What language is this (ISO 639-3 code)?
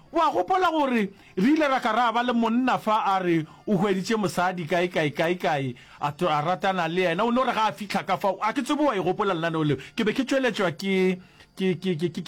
nso